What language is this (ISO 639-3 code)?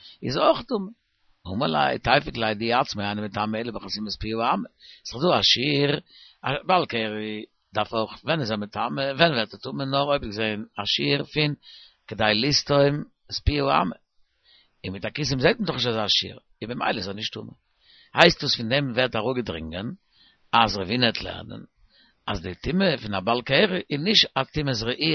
yid